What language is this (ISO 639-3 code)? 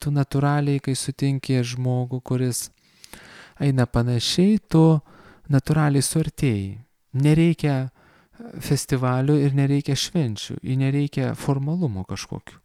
lit